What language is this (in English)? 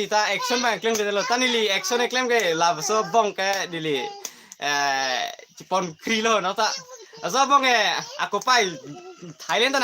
Karbi